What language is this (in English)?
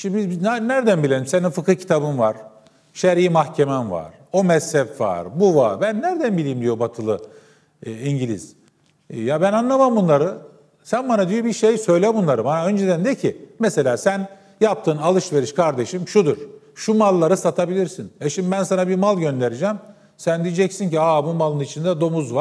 Turkish